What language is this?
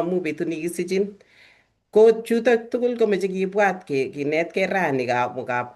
Kalenjin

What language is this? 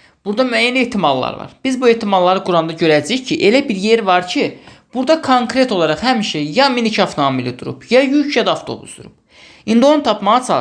Azerbaijani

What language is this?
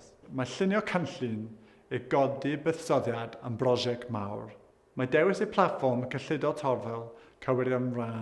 Welsh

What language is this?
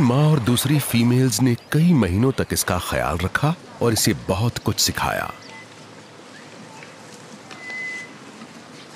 Hindi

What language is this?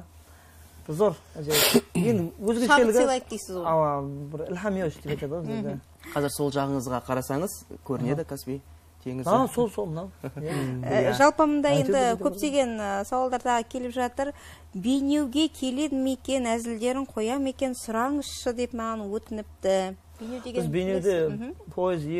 Kara-Kalpak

